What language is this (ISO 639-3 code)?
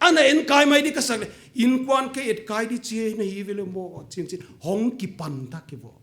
pck